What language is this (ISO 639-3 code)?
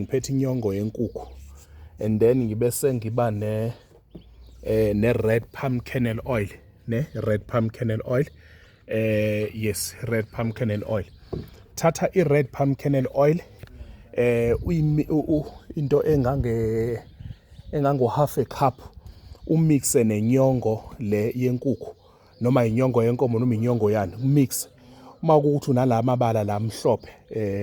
zul